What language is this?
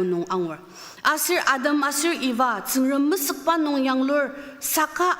Ao Naga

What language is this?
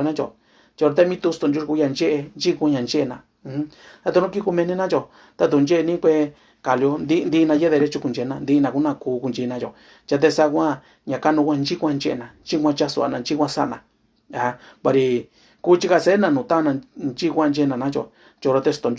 Mixtepec Mixtec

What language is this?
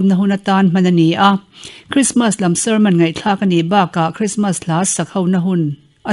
Mizo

